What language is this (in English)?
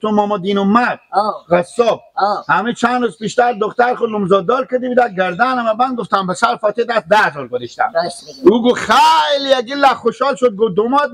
Persian